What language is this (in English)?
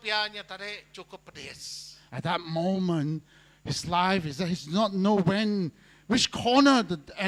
Iban